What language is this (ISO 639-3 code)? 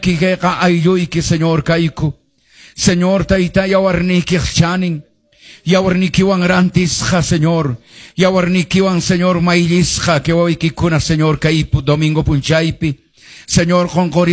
que